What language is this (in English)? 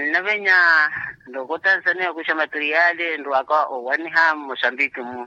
Makhuwa